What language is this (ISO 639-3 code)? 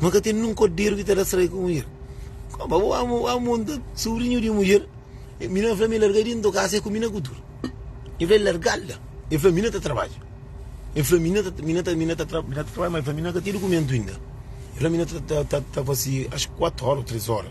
kea